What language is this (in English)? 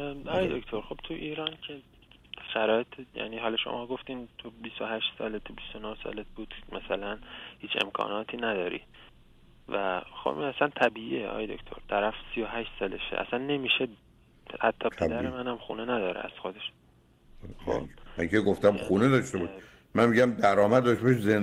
Persian